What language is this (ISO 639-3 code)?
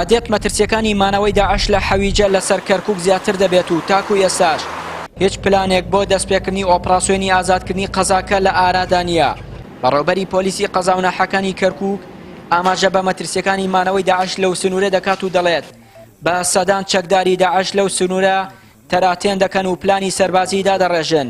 ckb